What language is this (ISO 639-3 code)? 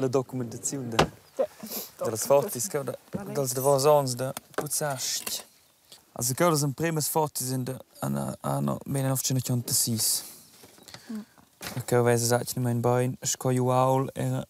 roh